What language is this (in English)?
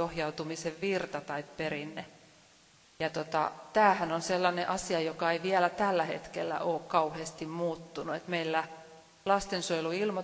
Finnish